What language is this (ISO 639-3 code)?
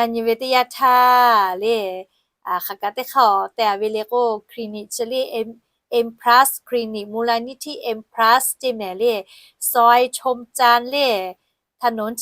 lhu